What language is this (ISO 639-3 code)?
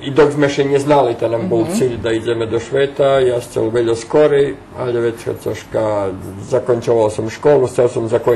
rue